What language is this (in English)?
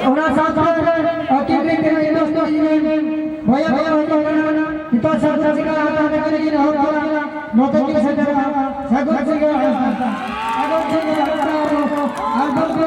Santali